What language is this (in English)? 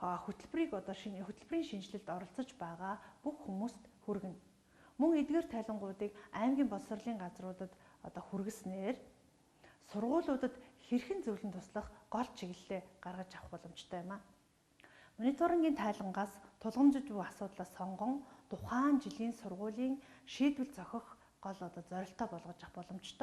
Mongolian